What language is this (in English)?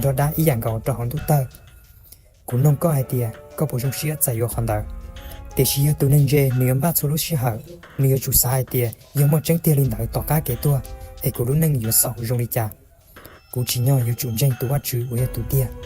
Hmong